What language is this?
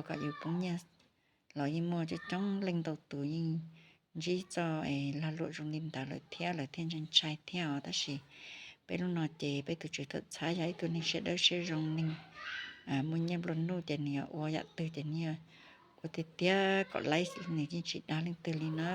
Hmong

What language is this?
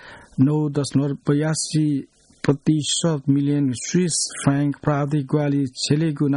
Newari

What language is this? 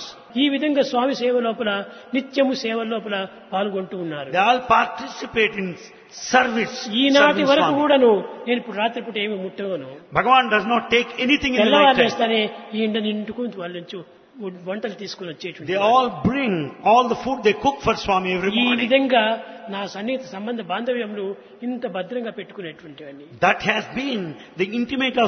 Telugu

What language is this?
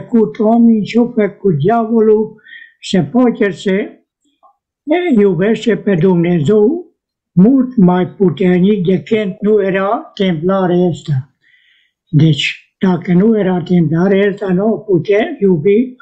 Romanian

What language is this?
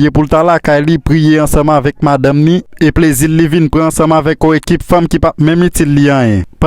Haitian Creole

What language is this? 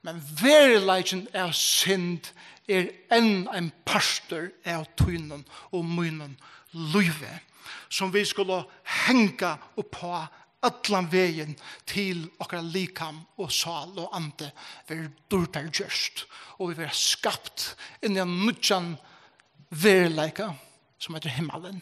Faroese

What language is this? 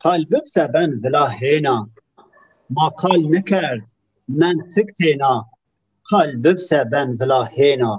Zaza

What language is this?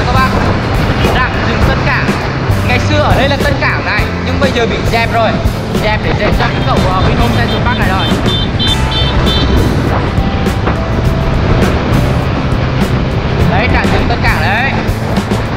Vietnamese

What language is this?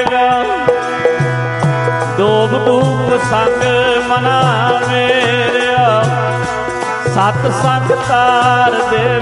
Punjabi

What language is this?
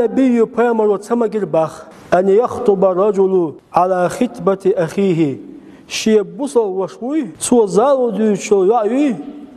Chechen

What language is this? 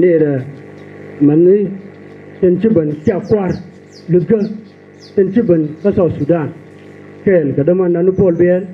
Nuer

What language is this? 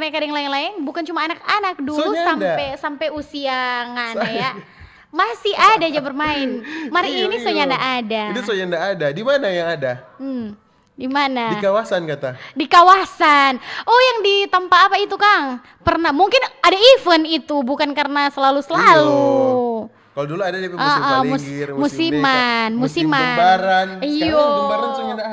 Manado Malay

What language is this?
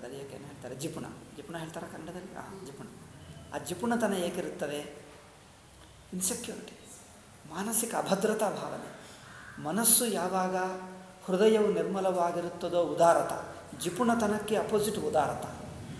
Kannada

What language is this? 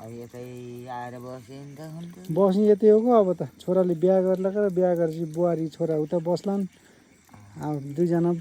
Nepali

